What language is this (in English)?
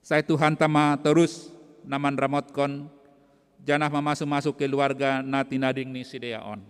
Batak Simalungun